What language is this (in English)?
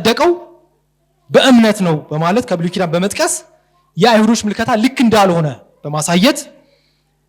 Amharic